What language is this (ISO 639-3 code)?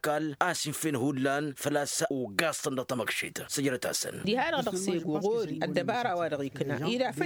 taq